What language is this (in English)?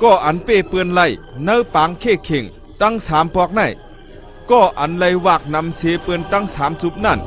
Shan